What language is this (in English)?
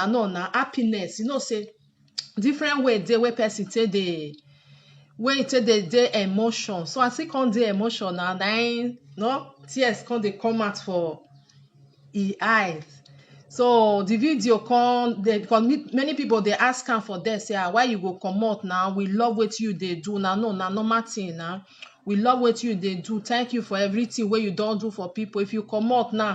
Nigerian Pidgin